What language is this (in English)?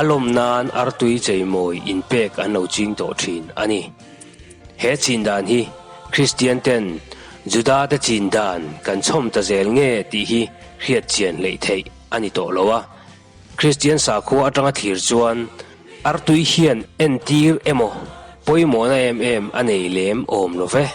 Mizo